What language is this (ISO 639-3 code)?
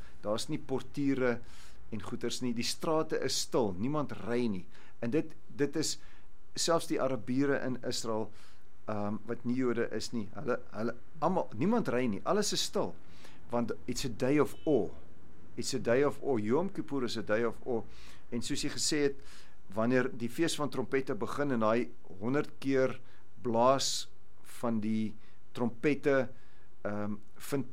afr